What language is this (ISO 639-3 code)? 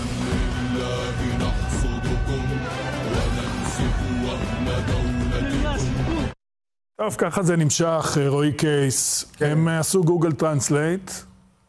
heb